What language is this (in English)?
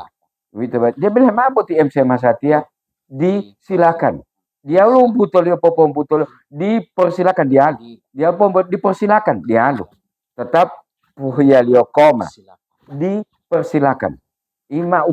Gorontalo